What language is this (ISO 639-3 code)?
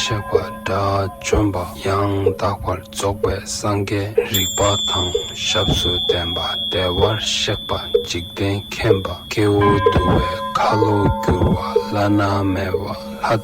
bod